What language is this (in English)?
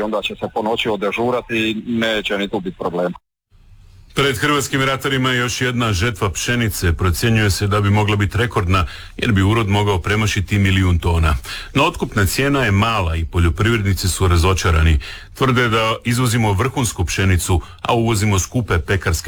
Croatian